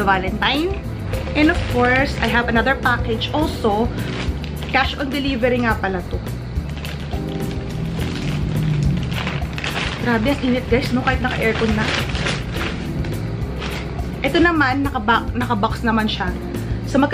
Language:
Filipino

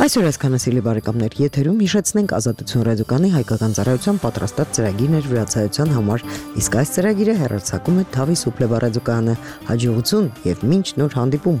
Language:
Armenian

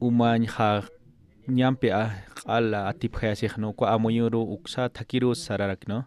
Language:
Aymara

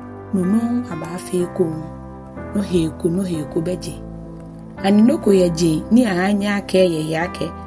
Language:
Ga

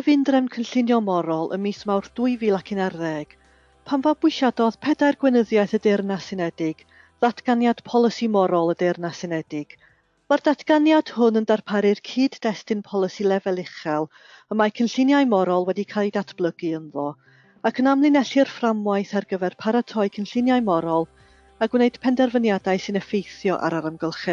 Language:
Welsh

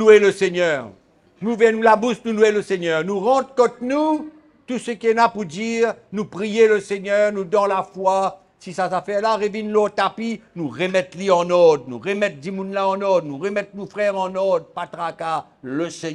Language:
Morisyen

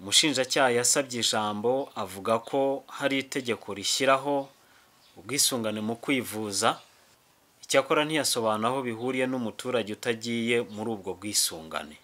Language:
Kinyarwanda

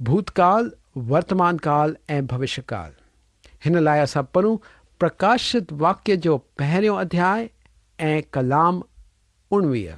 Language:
Sindhi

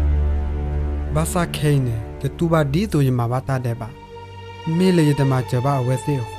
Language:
S'gaw Karen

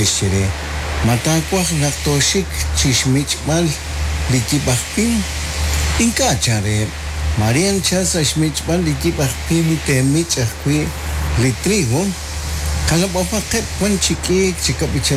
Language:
Kekchí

